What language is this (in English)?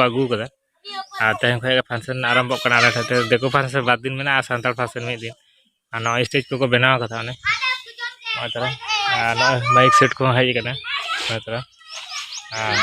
Santali